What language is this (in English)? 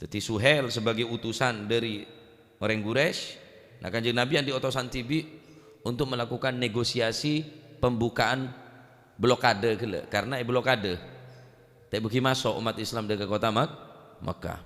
Madurese